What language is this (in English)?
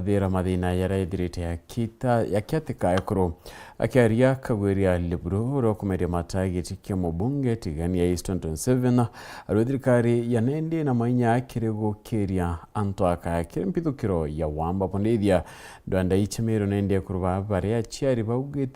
Meru